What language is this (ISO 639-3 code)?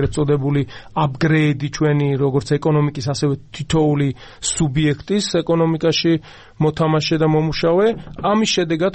kat